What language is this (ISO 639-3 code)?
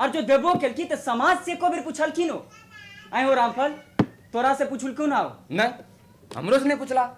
mai